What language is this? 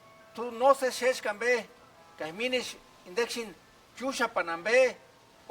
Purepecha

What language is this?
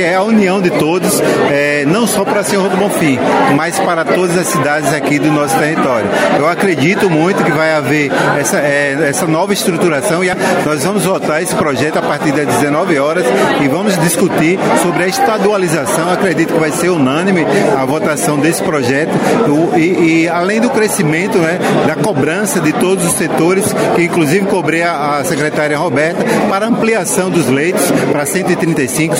Portuguese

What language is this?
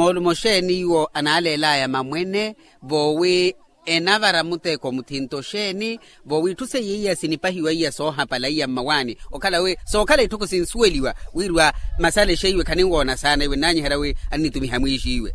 Makhuwa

